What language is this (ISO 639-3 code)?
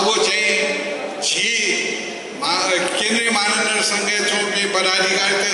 new